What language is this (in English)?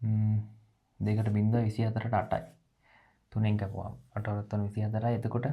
Sinhala